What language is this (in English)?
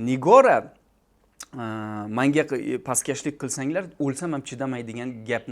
Uzbek